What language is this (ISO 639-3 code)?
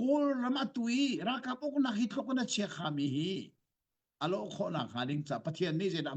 cnh